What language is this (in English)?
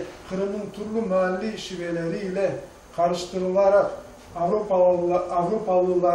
Crimean Tatar